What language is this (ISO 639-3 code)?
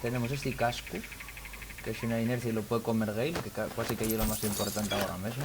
ast